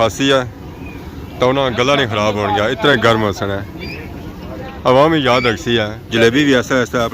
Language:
Pahari-Potwari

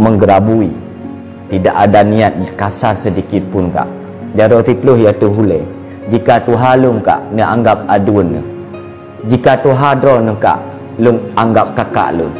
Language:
Achinese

